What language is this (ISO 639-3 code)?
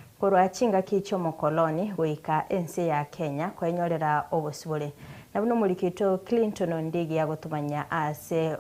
guz